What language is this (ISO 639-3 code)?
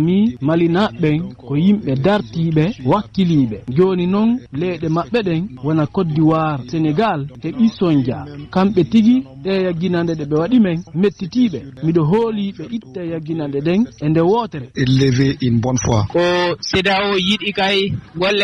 ful